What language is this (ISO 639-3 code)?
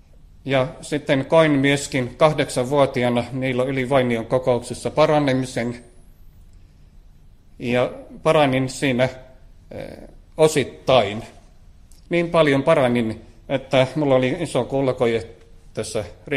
fin